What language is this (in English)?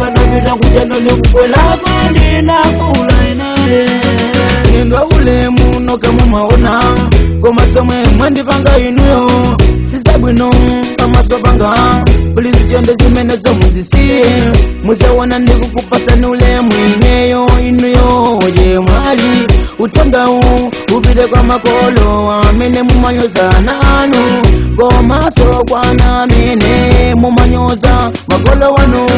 Nyanja